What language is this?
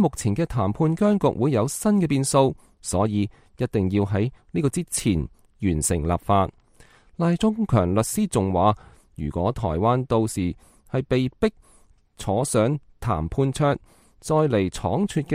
Cantonese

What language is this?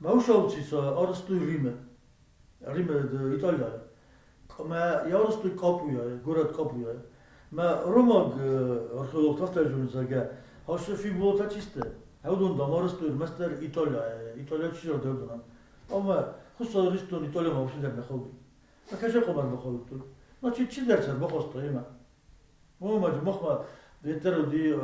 Ossetic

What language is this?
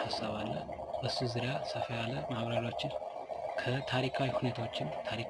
Amharic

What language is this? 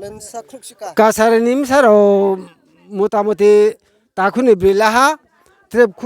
Riang (India)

